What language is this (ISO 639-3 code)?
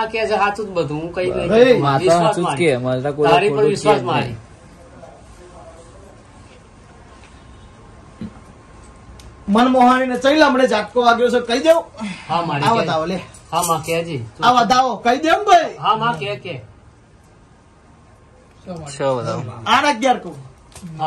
guj